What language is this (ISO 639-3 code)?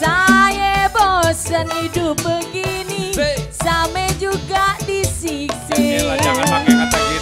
bew